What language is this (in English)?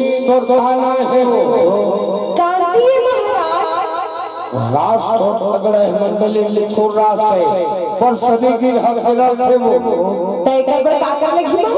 Chhattisgarhi